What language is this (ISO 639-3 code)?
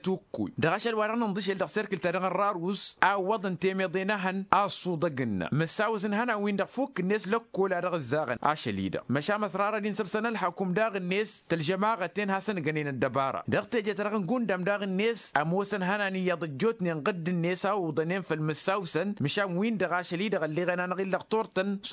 taq